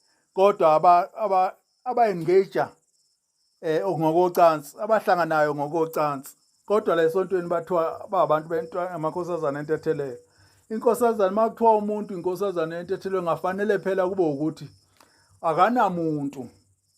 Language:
Zulu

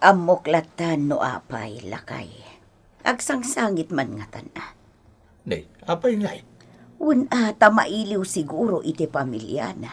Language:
Iloko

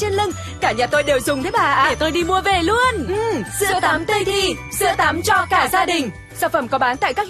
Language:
Vietnamese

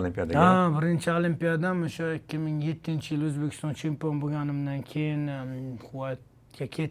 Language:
Uzbek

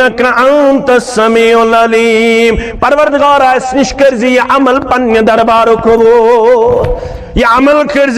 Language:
Kashmiri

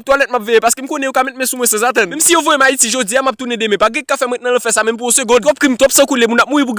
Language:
Haitian Creole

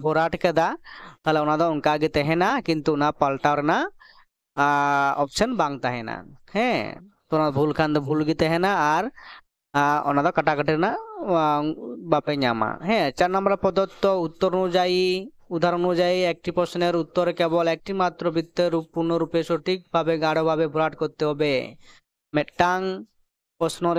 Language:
Santali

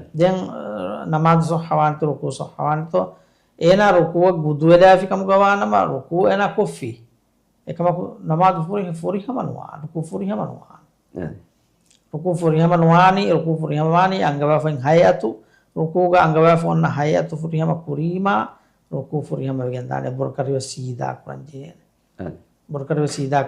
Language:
Divehi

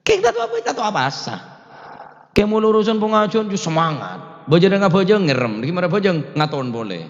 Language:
Madurese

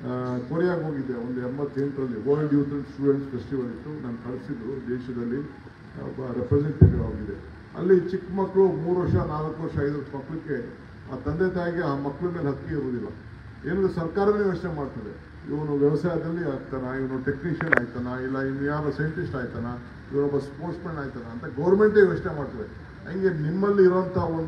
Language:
Kannada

